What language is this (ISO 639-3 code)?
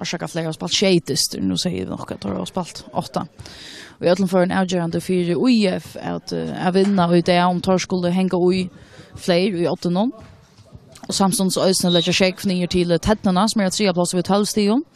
fao